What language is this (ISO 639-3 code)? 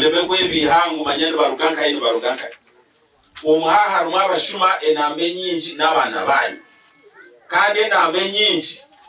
nyn